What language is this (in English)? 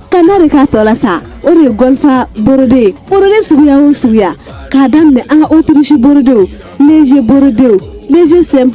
Bambara